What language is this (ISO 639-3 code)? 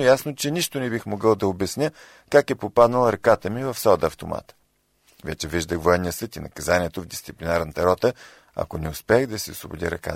bul